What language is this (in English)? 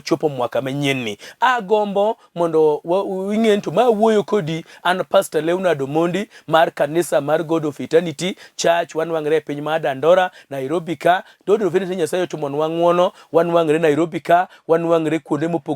Luo (Kenya and Tanzania)